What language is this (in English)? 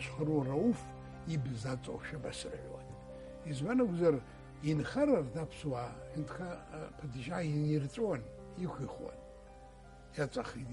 Abkhazian